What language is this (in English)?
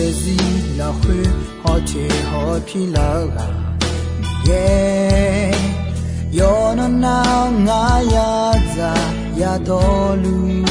Akha